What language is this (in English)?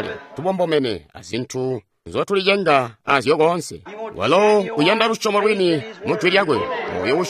Tonga (Zambia)